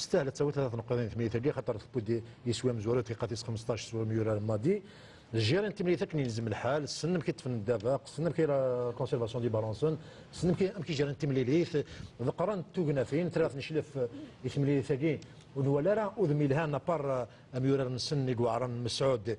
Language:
Kabyle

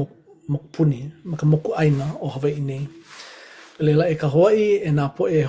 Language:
Hawaiian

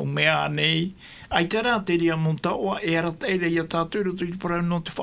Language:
Tahitian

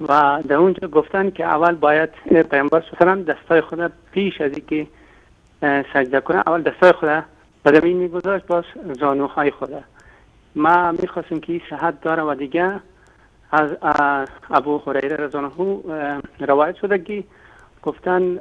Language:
Persian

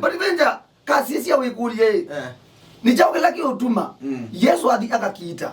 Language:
Kamba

